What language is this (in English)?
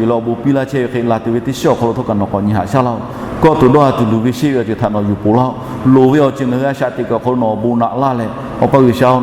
Lahu